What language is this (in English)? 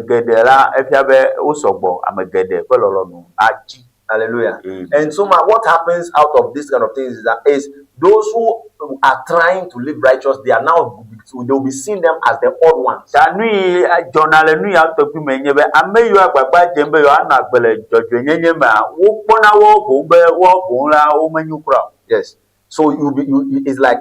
Ewe